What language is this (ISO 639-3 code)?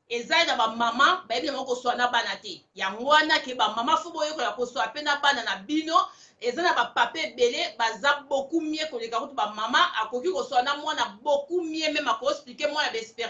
lin